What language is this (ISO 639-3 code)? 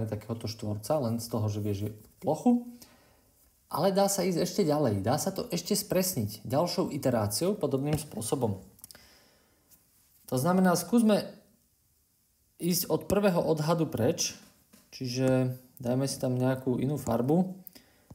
slk